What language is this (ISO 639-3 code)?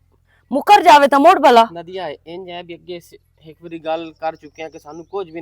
lah